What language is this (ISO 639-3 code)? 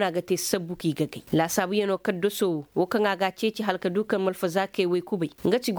ses